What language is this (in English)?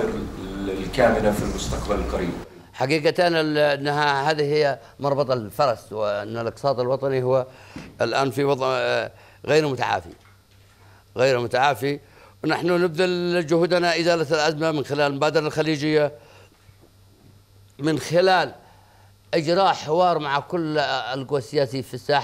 Arabic